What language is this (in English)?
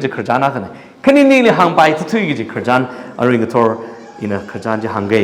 Tangkhul Naga (India)